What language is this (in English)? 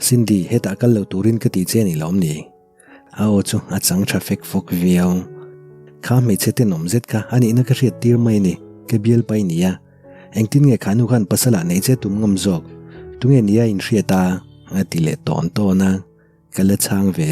Mizo